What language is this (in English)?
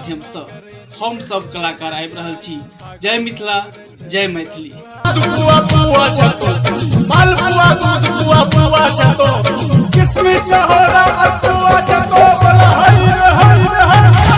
Maithili